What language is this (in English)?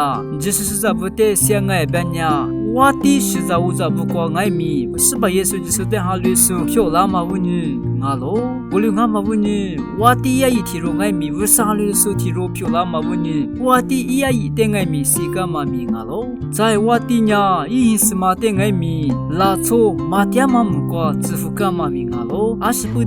Lisu